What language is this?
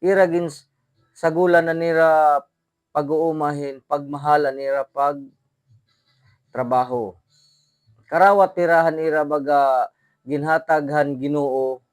Waray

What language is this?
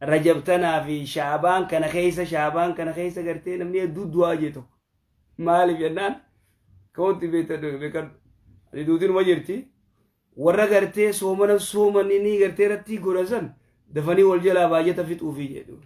Oromo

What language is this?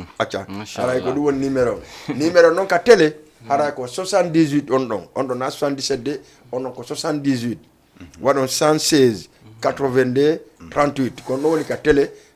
Fula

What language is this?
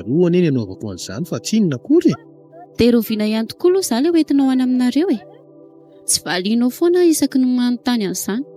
Malagasy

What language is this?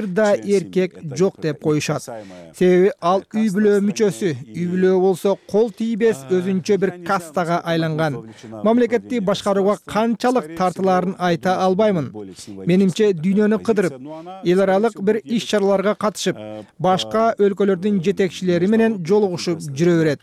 Kyrgyz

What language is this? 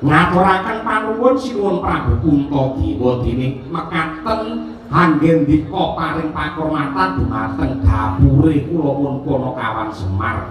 Javanese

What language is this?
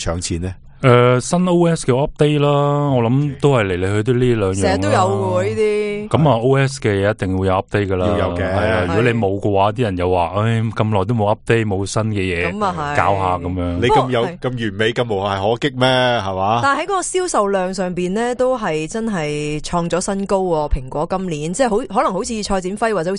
Cantonese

